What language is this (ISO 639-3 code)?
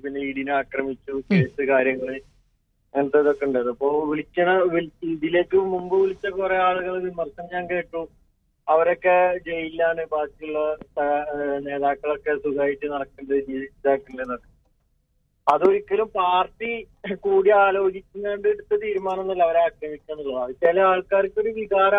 mal